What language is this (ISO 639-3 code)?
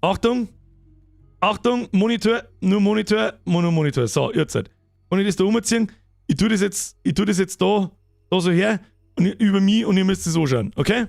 bar